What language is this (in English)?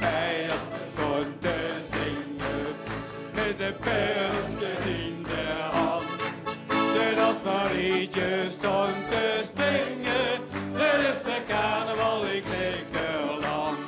Limburgish